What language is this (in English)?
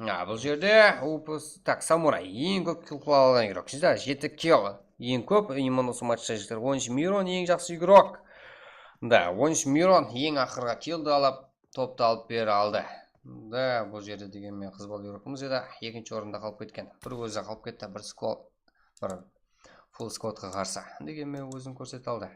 Kara-Kalpak